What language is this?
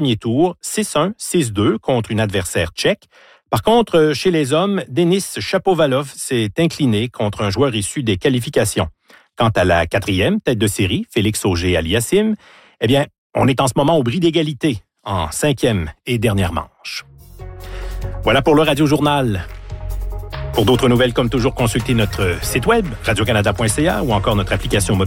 French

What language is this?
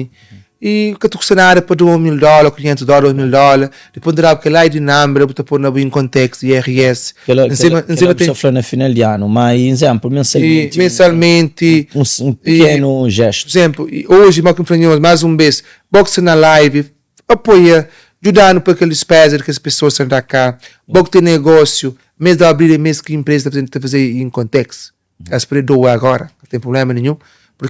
Kabuverdianu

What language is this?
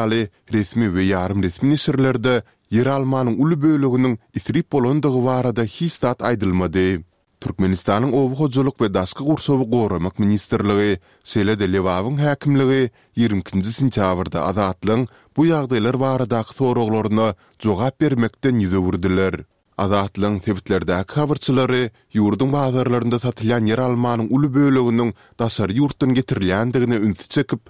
Turkmen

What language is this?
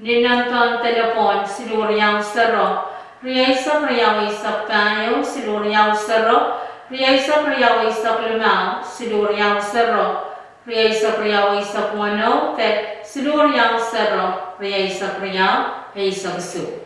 Pohnpeian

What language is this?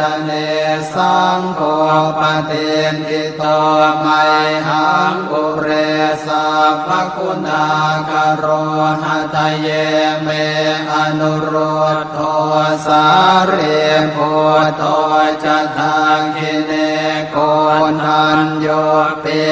Pali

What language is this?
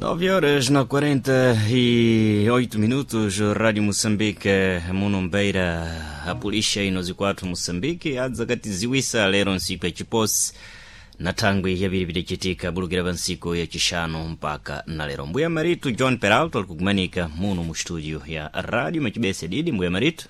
Sena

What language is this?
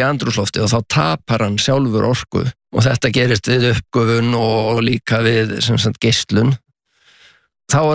Icelandic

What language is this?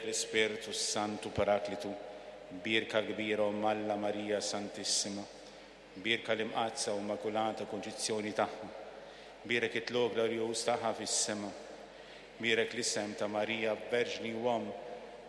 Maltese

